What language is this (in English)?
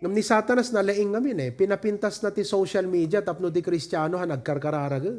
Iloko